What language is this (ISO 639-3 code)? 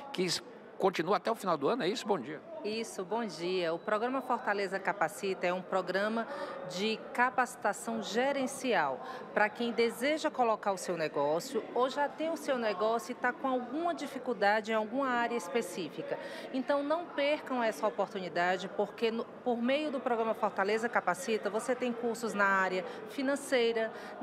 por